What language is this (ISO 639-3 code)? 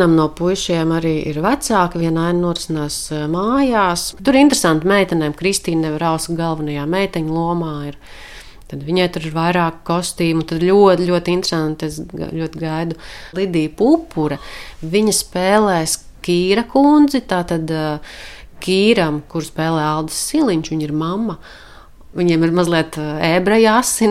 lav